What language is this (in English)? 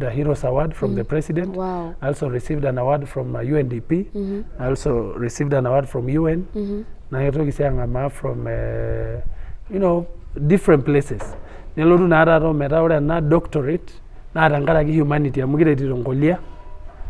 Masai